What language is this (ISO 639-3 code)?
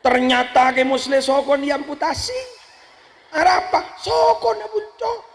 mad